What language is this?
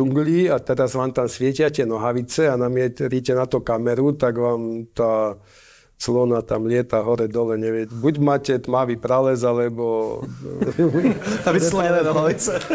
Slovak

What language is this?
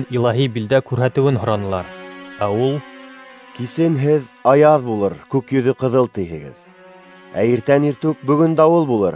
Bashkir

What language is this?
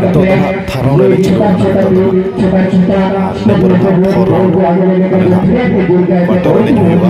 Santali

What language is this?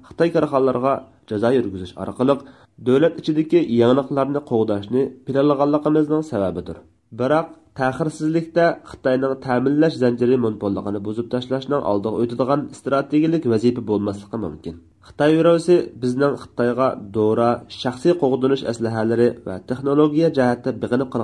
Uyghur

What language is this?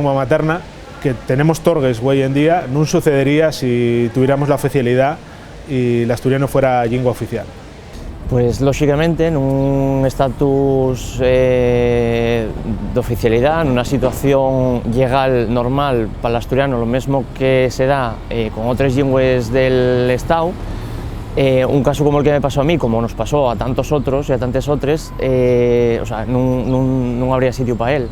Asturian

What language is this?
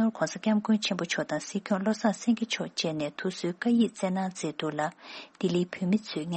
Tibetan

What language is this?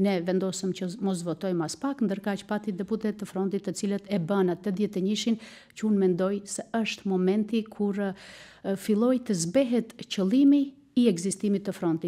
Albanian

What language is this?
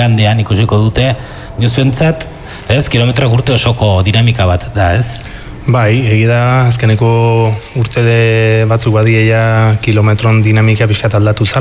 Basque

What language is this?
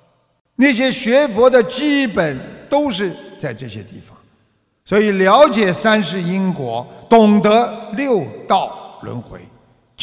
Chinese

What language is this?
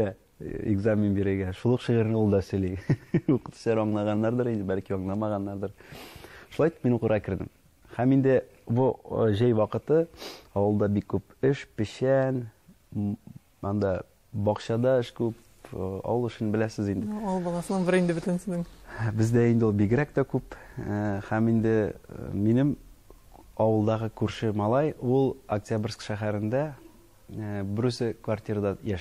Tatar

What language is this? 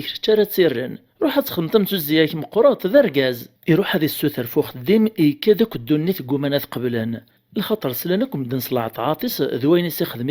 Kabyle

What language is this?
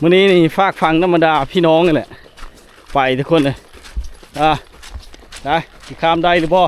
Lao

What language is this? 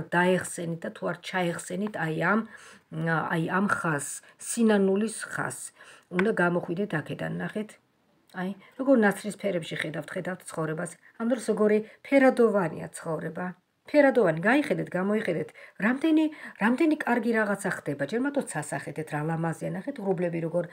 Georgian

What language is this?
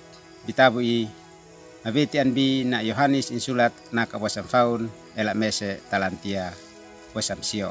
Uab Meto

